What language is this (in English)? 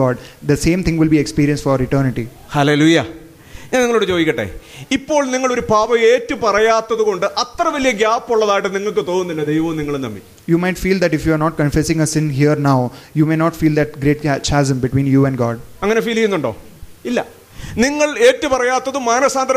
Malayalam